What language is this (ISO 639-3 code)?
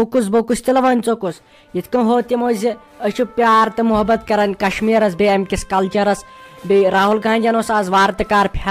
kas